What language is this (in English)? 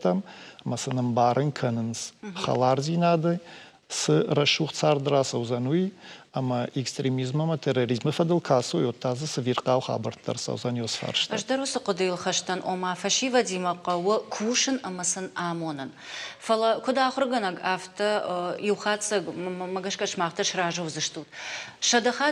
Ossetic